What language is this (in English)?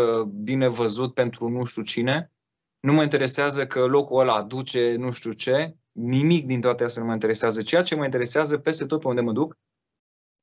Romanian